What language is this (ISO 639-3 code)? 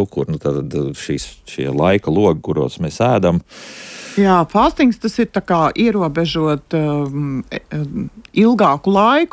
lav